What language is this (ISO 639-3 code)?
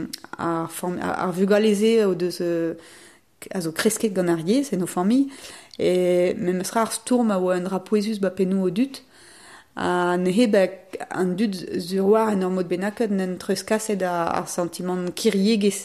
bre